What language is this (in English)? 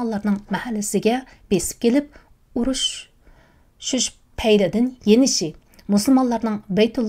Uyghur